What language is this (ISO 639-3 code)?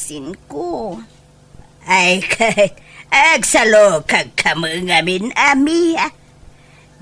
ilo